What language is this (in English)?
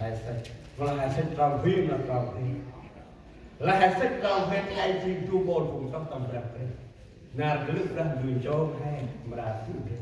Central Mnong